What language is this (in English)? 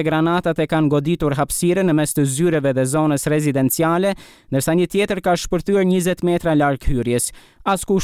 Albanian